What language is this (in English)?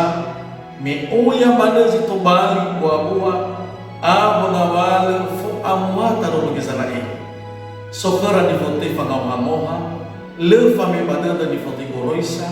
Nias